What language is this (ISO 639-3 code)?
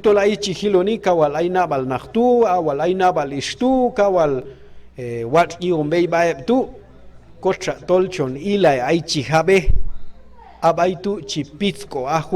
kjb